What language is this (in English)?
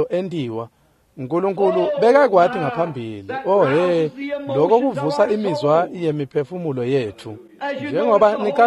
Swati